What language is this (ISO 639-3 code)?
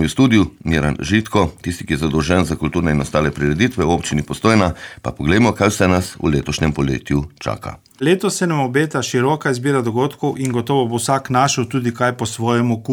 slv